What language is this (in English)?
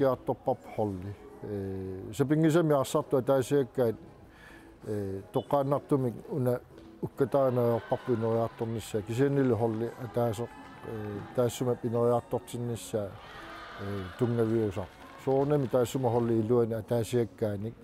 Kalaallisut